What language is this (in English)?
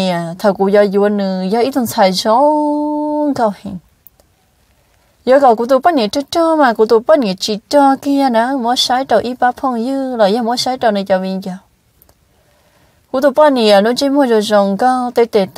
Vietnamese